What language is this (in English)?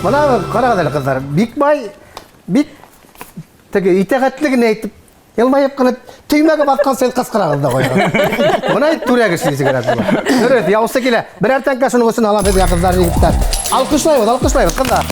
Bashkir